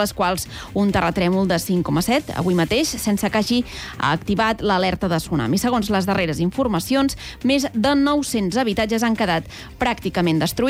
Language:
Catalan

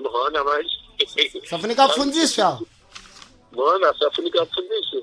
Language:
Sena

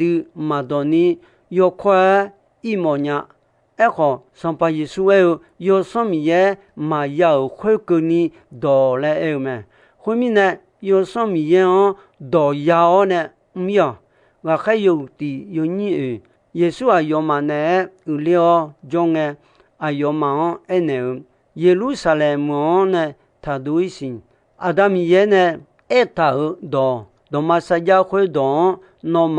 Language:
Akha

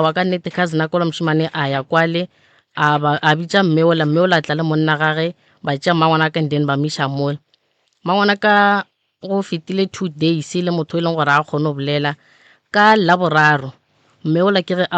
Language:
Northern Sotho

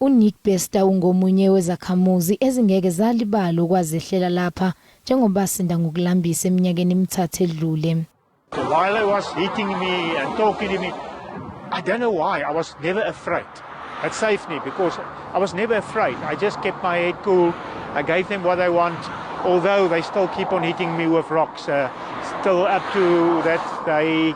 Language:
Zulu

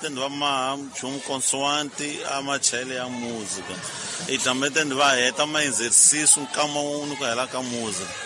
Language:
Tsonga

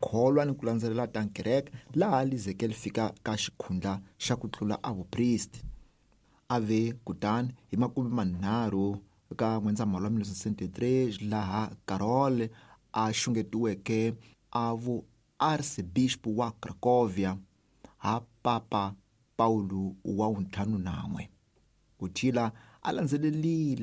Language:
Tsonga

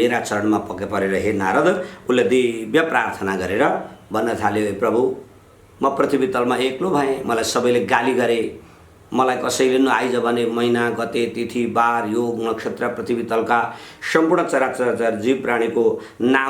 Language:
Nepali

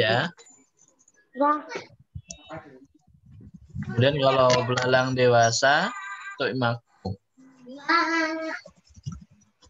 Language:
Indonesian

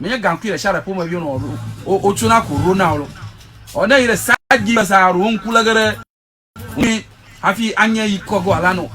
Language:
Ewe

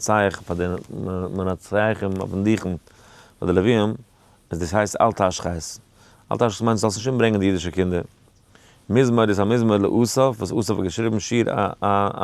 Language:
Yiddish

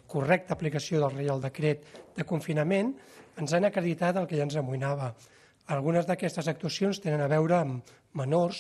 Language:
Catalan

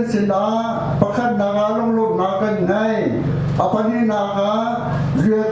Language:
Hakha Chin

